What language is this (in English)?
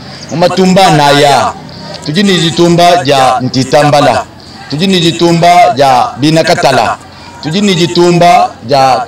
Luba-Lulua